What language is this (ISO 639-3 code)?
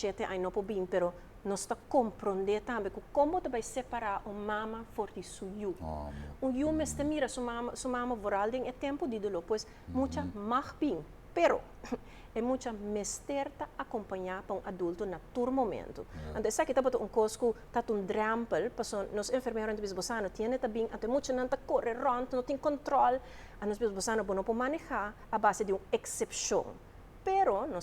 pap